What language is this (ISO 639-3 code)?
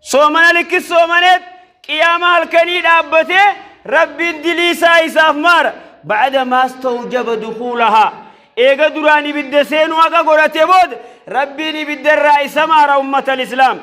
orm